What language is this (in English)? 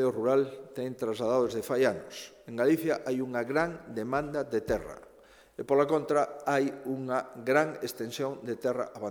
Galician